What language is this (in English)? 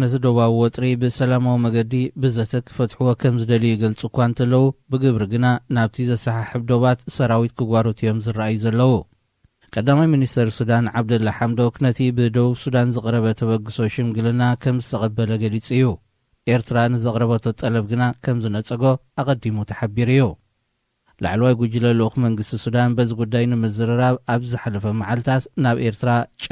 Tigrinya